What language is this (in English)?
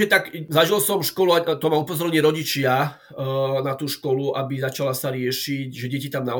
Slovak